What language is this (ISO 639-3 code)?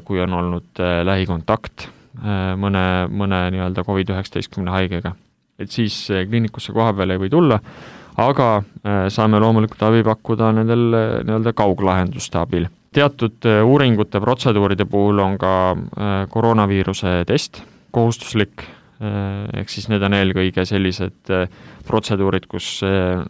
est